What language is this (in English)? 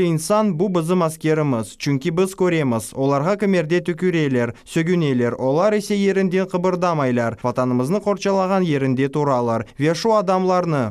Crimean Tatar